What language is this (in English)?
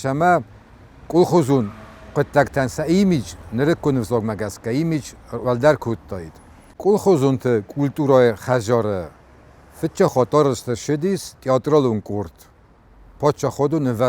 Ossetic